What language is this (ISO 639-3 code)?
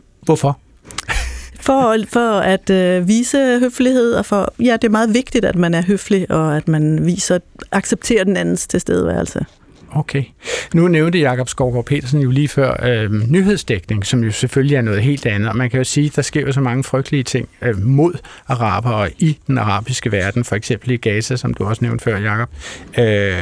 dan